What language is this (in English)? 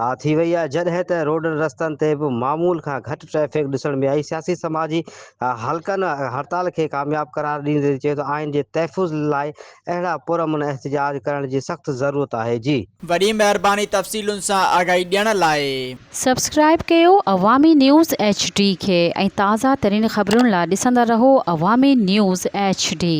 Sindhi